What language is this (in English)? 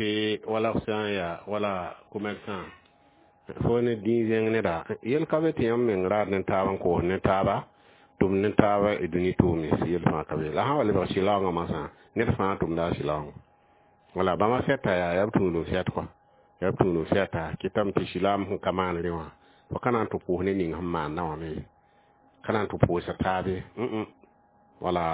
Mossi